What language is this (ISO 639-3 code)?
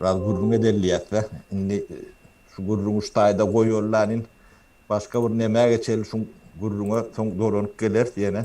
tuk